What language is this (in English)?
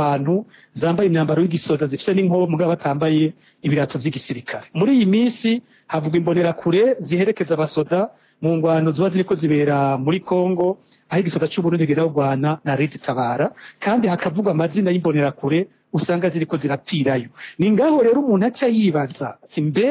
Rundi